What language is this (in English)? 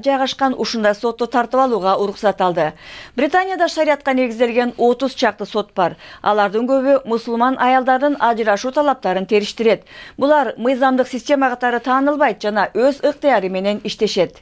Kyrgyz